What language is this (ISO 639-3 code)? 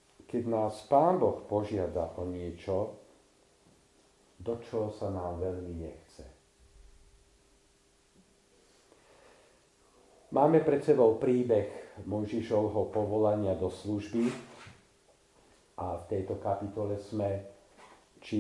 slk